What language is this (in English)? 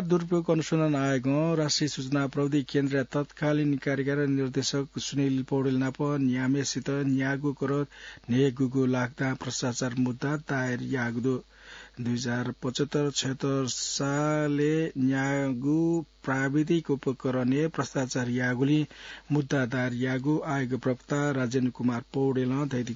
Newari